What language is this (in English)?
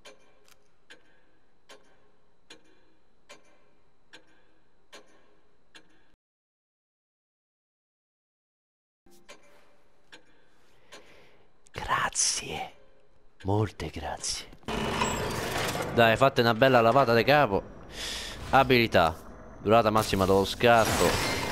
Italian